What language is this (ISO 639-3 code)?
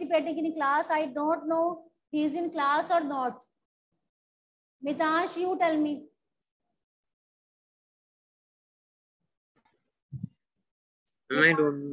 eng